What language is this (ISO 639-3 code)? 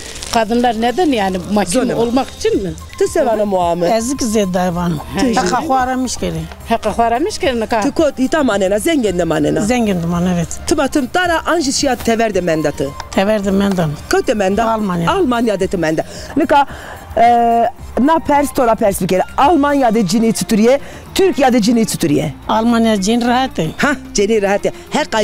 zza